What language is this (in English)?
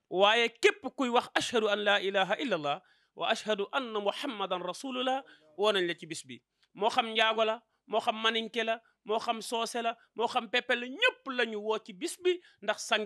Wolof